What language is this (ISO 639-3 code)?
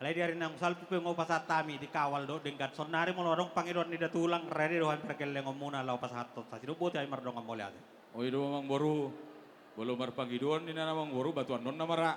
bbc